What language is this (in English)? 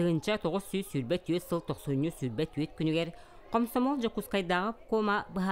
Yakut